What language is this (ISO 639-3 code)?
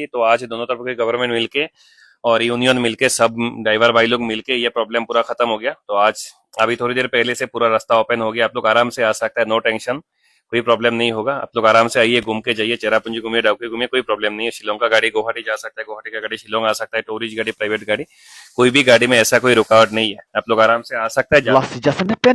mjw